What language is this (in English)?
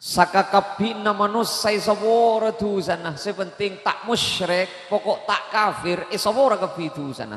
Madurese